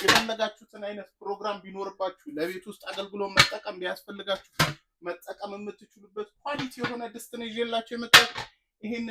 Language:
Amharic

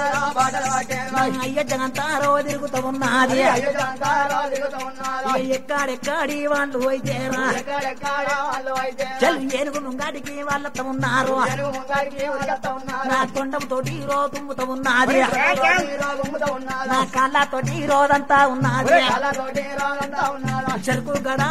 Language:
Telugu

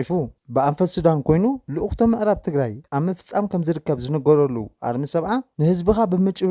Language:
Tigrinya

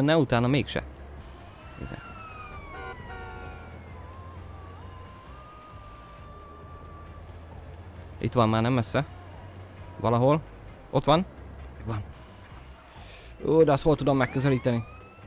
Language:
Hungarian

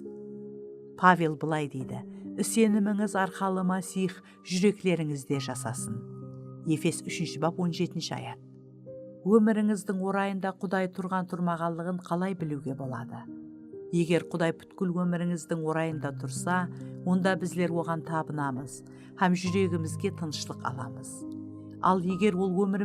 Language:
Kara-Kalpak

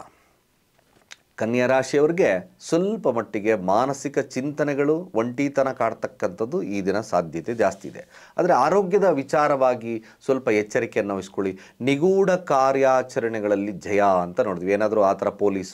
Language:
Kannada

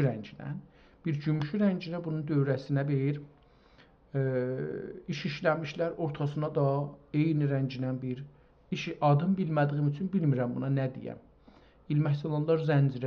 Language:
South Azerbaijani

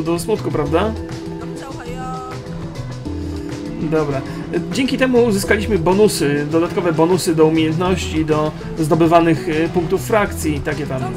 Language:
Polish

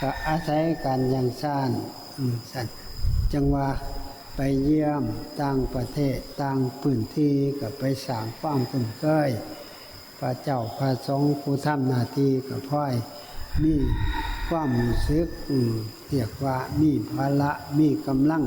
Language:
Northeastern Thai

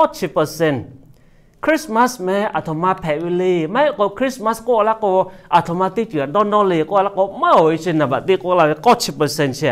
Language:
Lahu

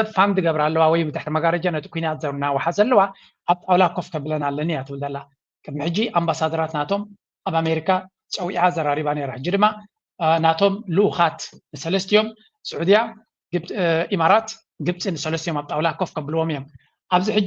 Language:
Tigrinya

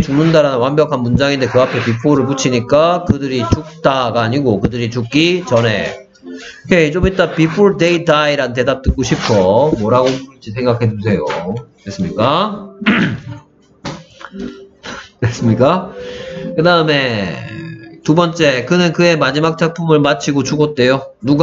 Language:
Korean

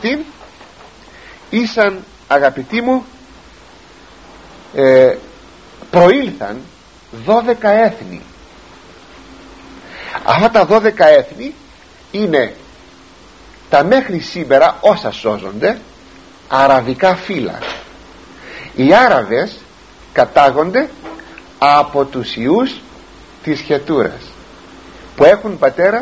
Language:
Greek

